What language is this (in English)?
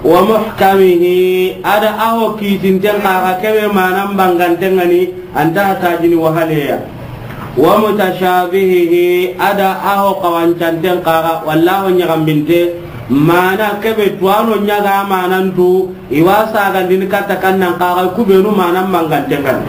Soninke